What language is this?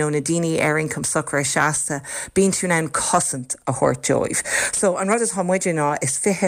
Irish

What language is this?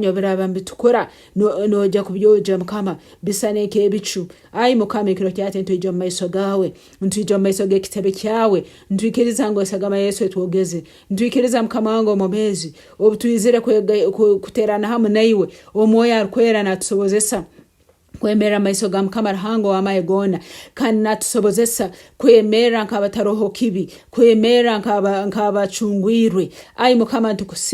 Nyankole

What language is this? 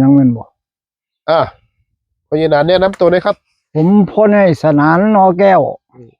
Northeastern Thai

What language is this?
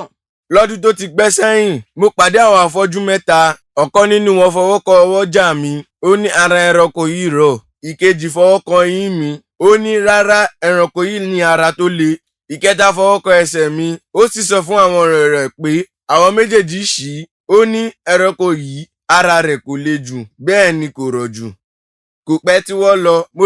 Yoruba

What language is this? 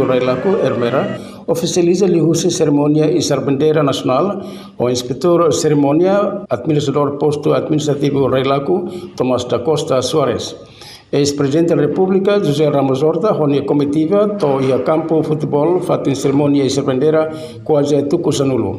Tetum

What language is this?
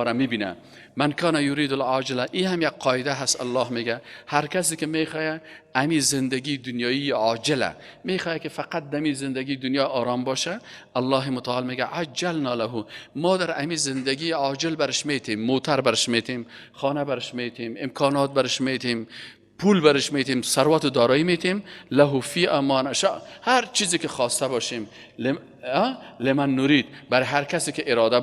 Persian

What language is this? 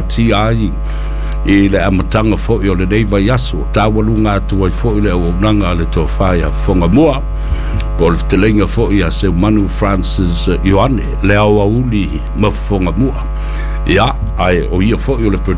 Samoan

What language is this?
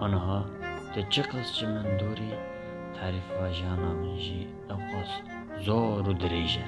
Kurdish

